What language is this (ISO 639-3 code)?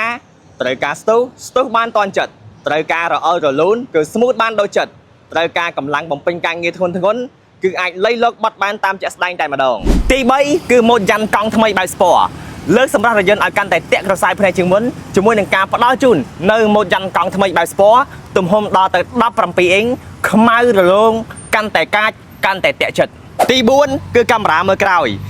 khm